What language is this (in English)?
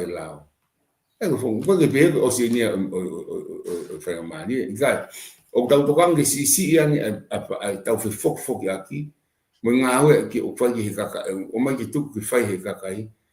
Tongan